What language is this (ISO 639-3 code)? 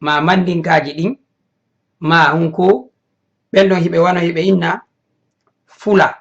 ful